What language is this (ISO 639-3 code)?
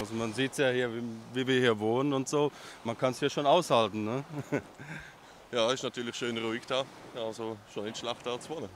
gsw